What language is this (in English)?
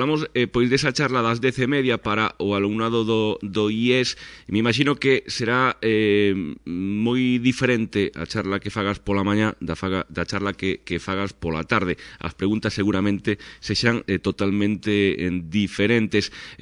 Galician